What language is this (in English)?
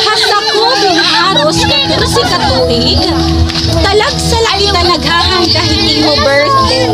Waray